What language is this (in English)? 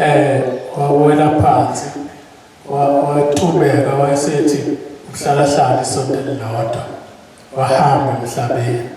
Zulu